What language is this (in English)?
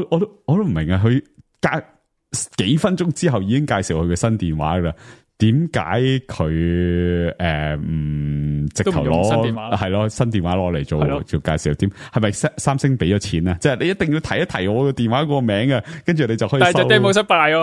Cantonese